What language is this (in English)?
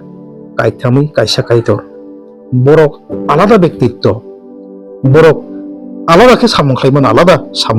Kok Borok